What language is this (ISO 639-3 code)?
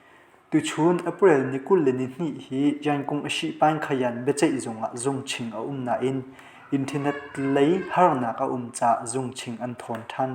cnh